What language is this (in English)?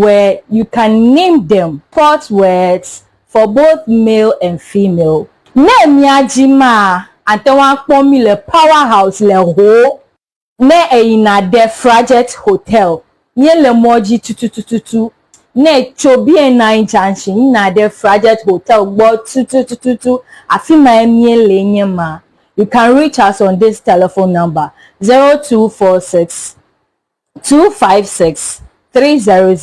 Ewe